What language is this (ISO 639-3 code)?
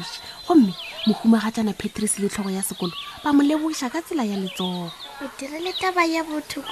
nso